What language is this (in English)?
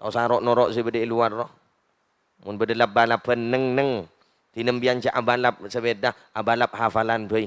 Madurese